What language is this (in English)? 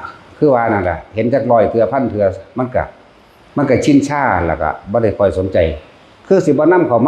Northeastern Thai